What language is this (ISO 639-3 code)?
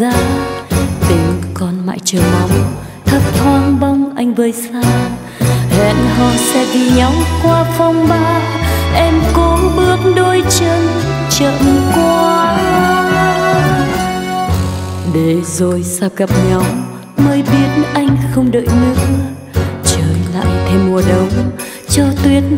vie